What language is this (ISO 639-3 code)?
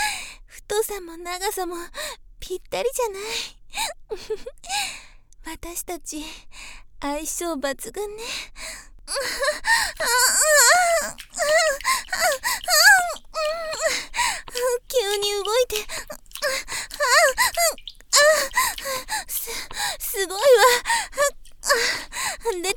jpn